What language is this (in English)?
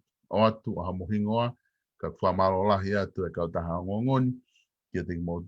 Tongan